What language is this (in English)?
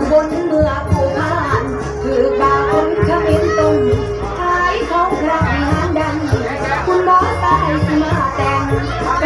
Lao